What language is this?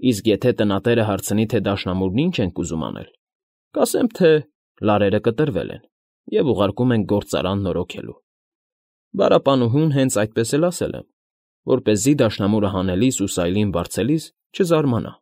Armenian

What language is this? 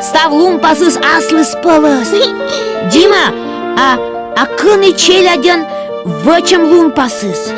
Komi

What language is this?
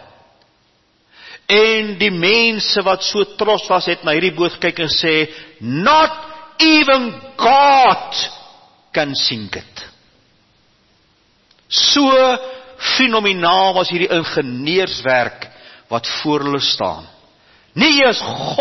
Afrikaans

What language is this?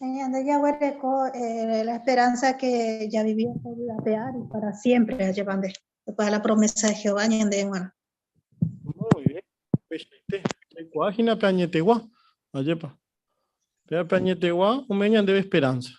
Guarani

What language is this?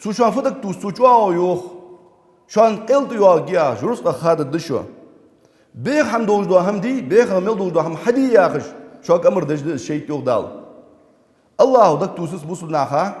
Ingush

